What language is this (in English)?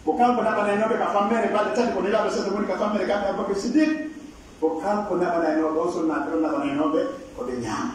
Pular